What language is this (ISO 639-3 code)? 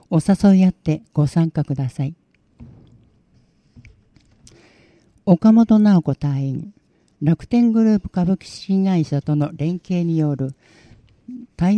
jpn